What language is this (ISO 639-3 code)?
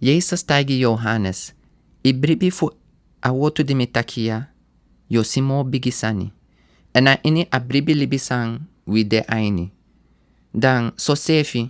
srn